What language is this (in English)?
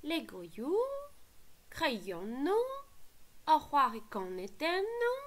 Breton